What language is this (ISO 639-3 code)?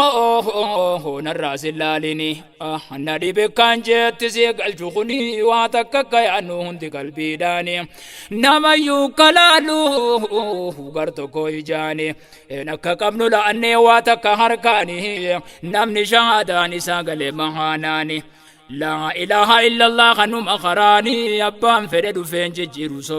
orm